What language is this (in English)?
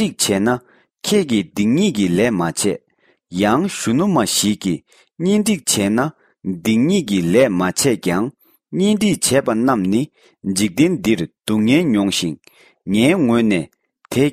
Tibetan